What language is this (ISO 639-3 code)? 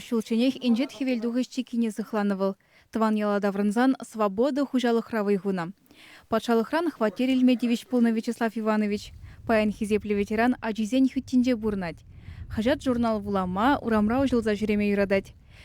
chv